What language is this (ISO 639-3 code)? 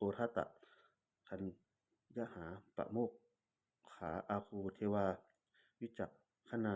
pli